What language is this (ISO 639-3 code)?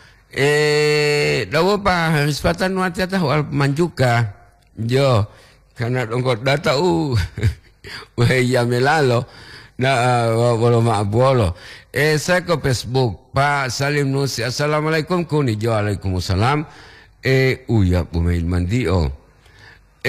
ind